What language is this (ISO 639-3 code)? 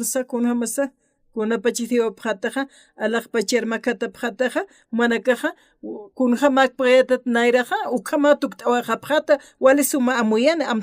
aym